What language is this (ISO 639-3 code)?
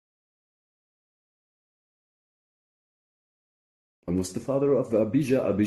eng